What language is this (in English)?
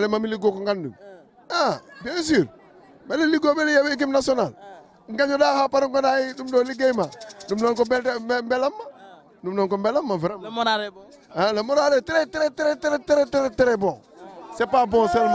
Fula